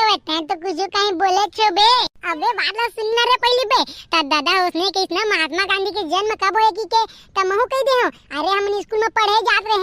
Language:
Chhattisgarhi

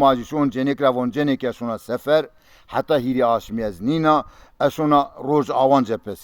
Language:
Zaza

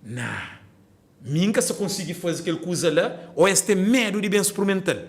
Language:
Kabuverdianu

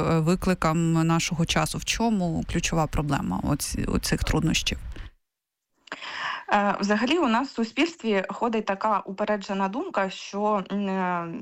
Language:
Ukrainian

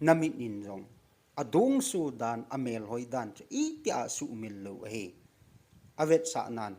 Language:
Thado Chin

